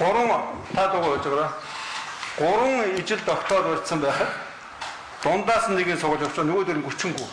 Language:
Mongolian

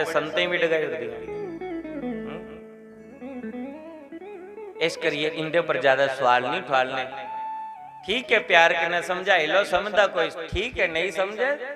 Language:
Dogri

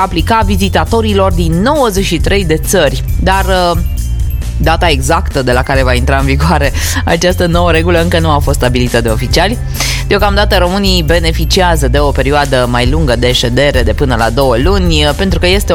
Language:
Romanian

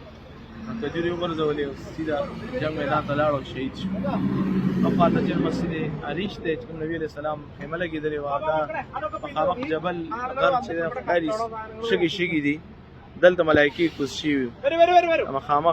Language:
Pashto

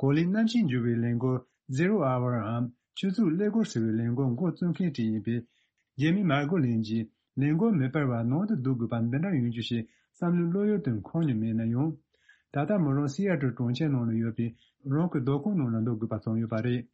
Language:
Tibetan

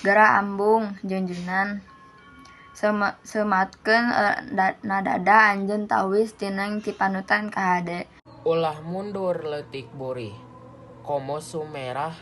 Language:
Sundanese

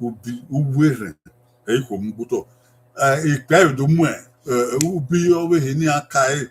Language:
Bini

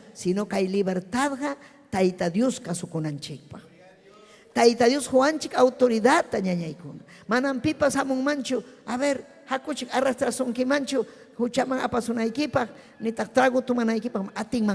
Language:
Ayacucho Quechua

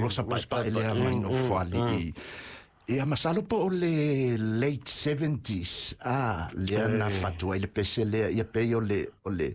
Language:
Samoan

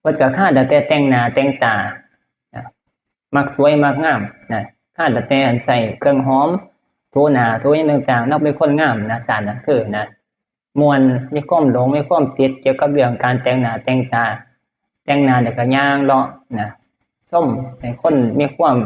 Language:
Northeastern Thai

